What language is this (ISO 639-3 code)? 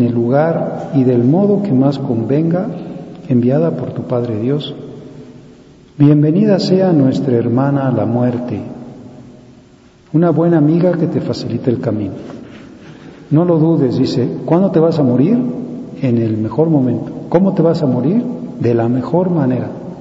spa